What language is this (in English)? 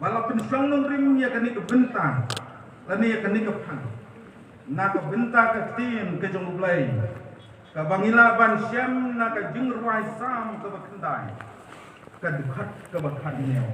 Khasi